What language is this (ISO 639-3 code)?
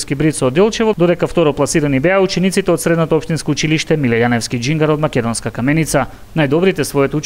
mkd